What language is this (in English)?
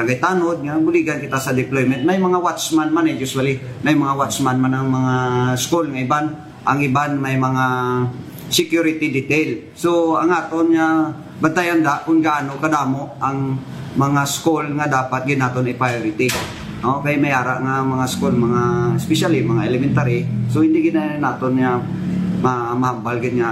Hiligaynon